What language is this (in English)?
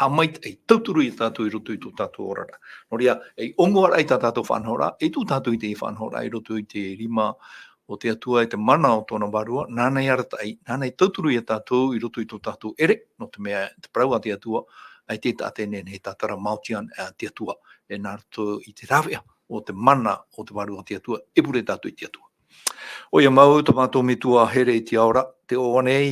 Tahitian